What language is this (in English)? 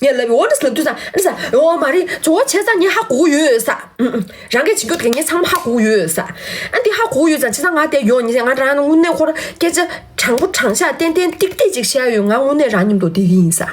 Tibetan